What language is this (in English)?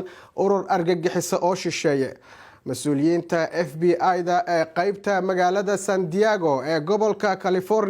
Somali